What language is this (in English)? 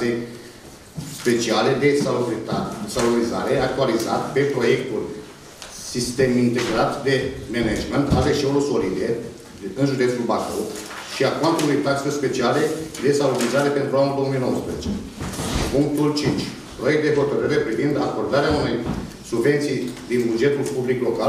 Romanian